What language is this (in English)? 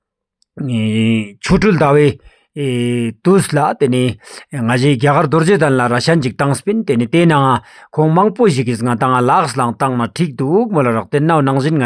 Ladakhi